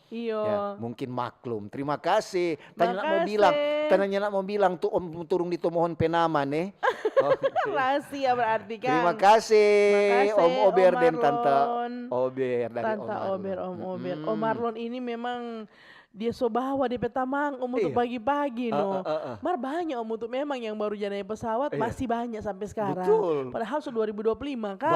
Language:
Manado Malay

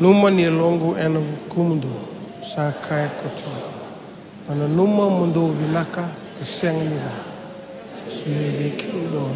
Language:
Fijian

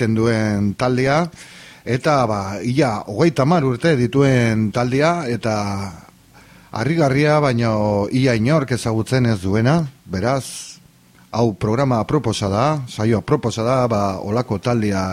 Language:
Basque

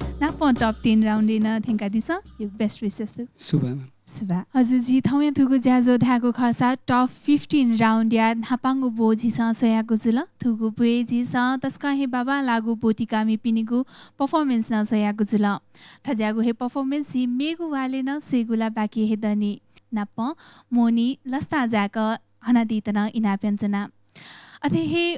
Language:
Newari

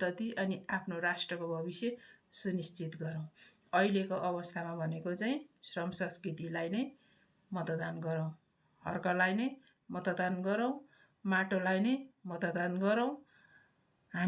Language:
Nepali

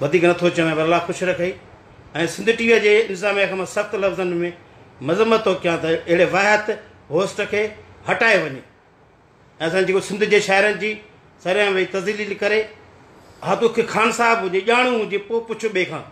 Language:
Sindhi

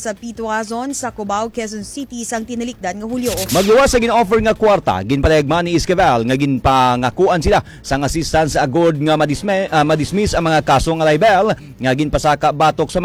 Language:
Hiligaynon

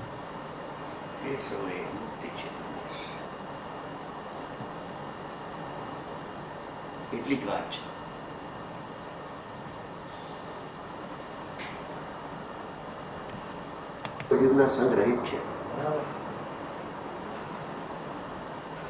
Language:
Gujarati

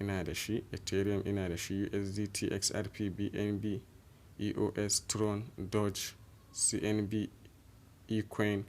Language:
Hausa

